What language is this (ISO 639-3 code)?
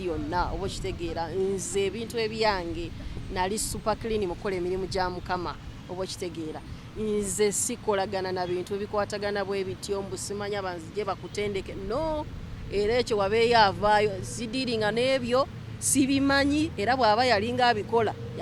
lug